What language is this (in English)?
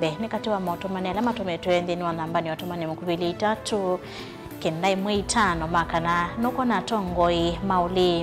Kamba